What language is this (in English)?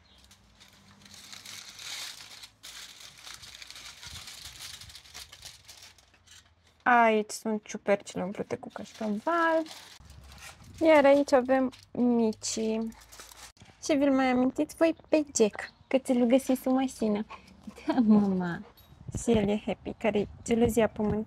Romanian